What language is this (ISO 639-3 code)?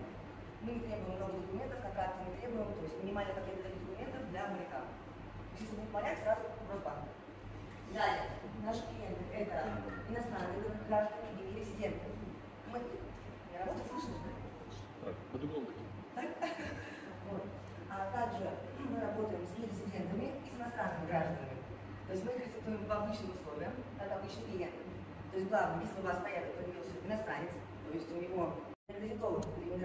rus